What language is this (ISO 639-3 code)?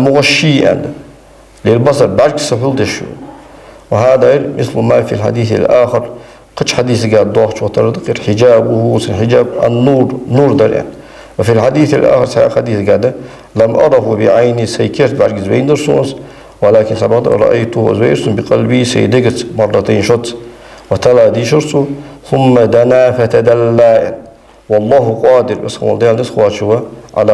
inh